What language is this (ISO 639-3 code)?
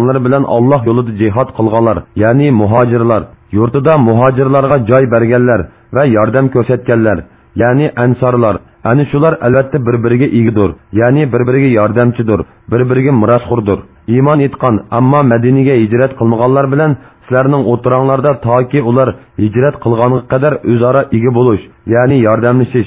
uig